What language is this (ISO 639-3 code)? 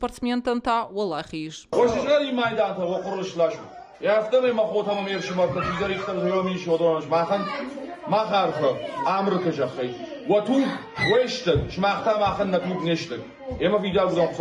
oss